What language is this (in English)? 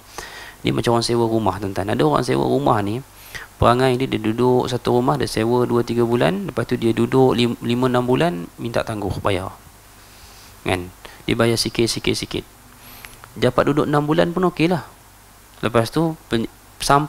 Malay